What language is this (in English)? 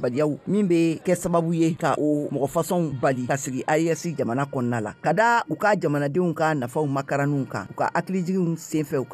Bambara